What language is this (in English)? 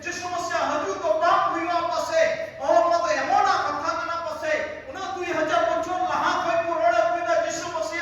Santali